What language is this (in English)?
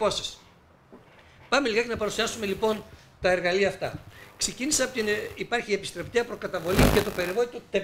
Greek